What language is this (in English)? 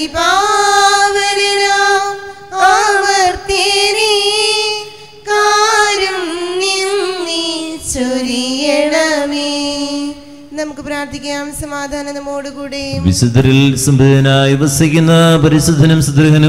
Malayalam